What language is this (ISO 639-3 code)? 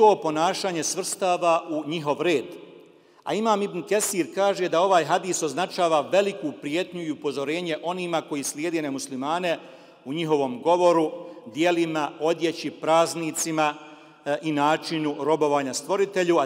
bos